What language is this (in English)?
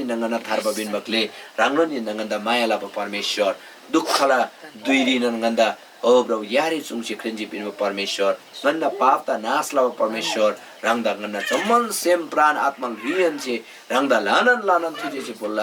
Eastern Tamang